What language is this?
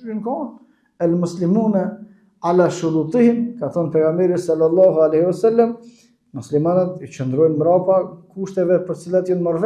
Albanian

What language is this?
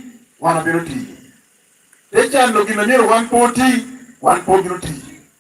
Lango (Uganda)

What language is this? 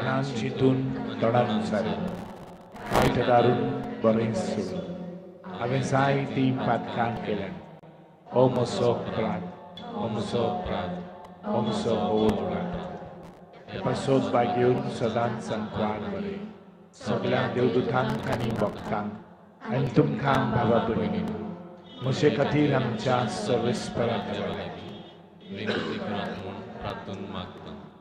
Konkani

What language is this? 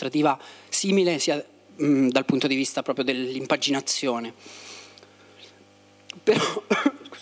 Italian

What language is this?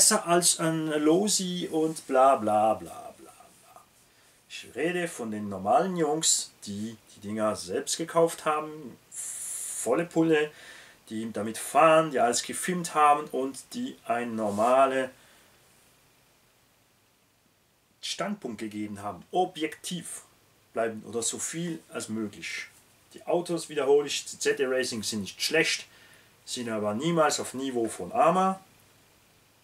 German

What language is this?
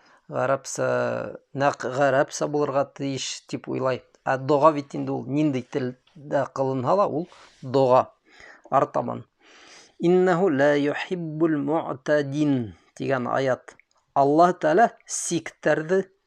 Bashkir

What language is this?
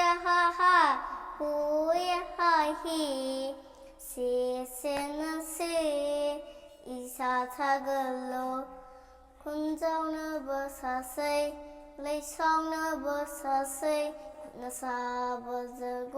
Manipuri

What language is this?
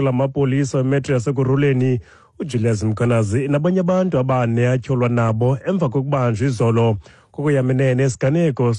Xhosa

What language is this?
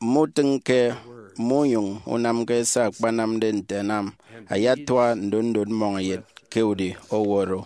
Efik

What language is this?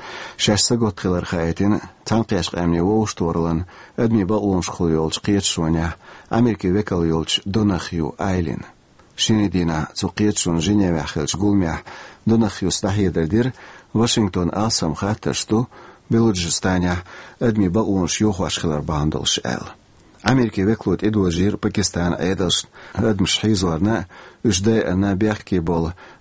Chechen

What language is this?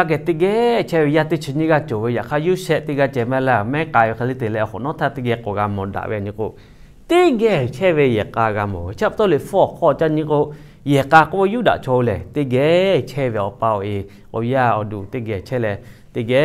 Lahu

